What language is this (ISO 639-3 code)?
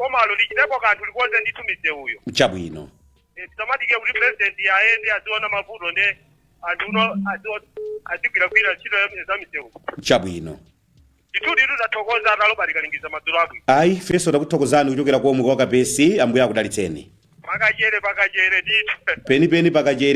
nya